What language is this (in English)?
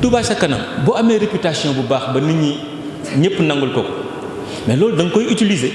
Wolof